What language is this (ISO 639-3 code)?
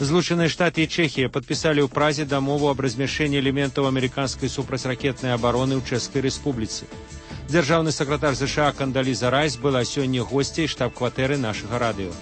bel